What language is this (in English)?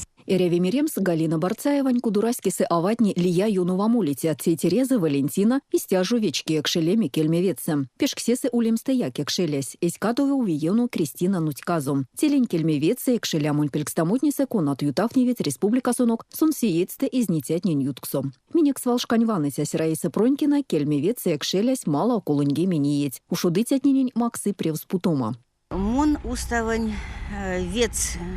Erzya